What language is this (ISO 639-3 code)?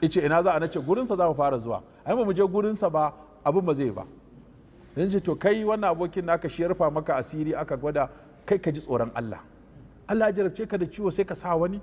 hau